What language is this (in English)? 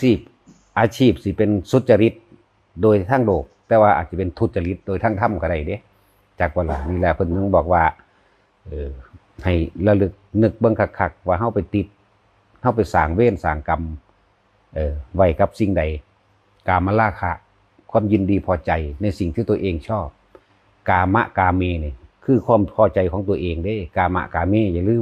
Northeastern Thai